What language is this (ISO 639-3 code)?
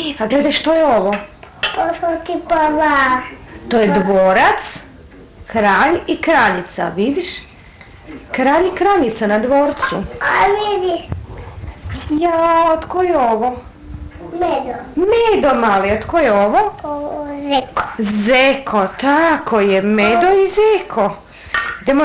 hrv